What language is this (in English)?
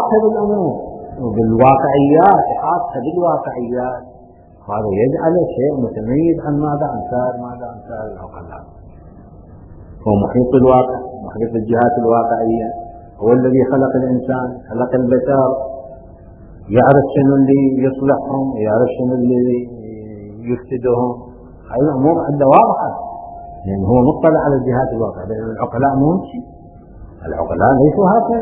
Arabic